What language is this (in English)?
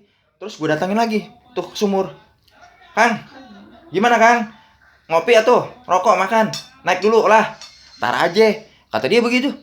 Betawi